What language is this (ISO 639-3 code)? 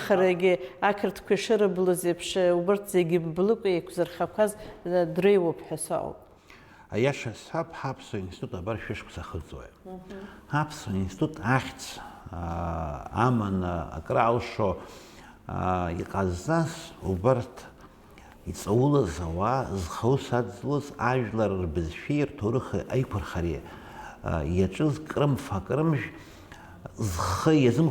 abk